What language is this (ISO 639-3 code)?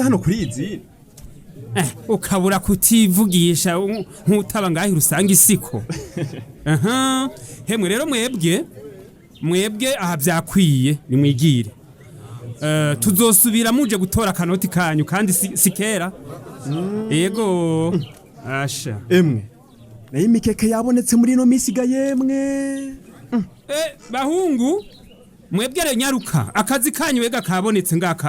run